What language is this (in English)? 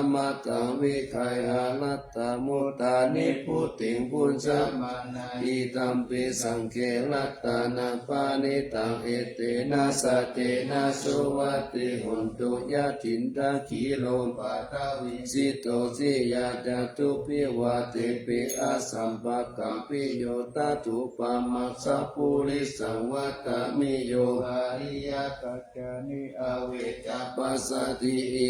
Pali